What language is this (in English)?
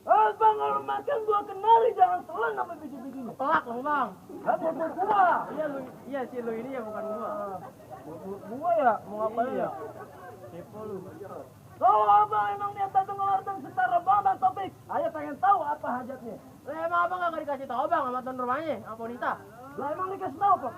Betawi